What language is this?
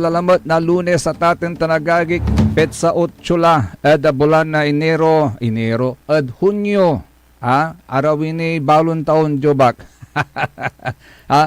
Pangasinan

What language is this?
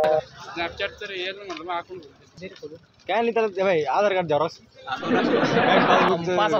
Marathi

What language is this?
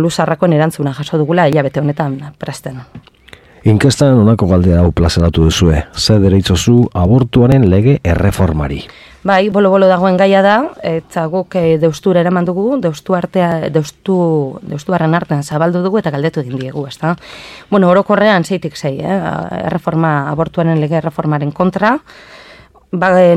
Basque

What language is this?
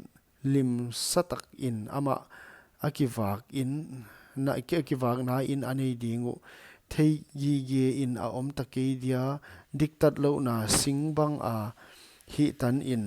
Paite Chin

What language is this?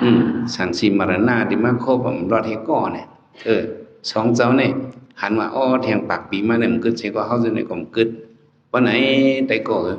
Shan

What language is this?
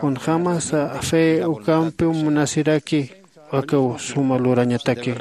Aymara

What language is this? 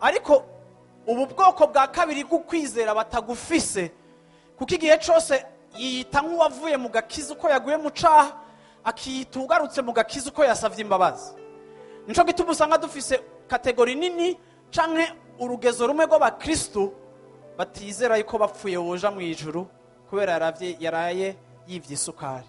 Rundi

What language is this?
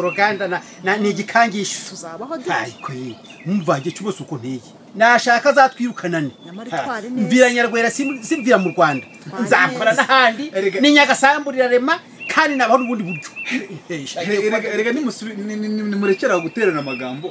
Kinyarwanda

